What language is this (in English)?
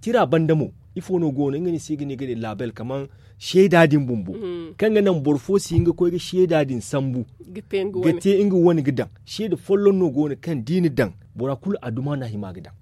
Zarma